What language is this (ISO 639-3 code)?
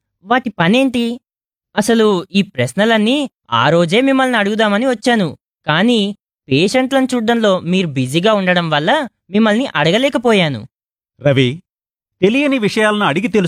tel